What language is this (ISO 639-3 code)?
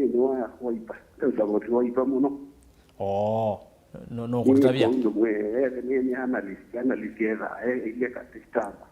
kam